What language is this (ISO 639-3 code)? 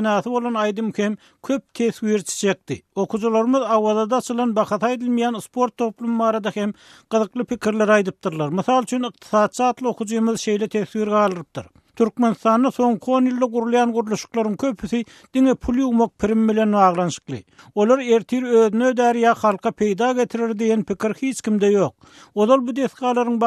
tuk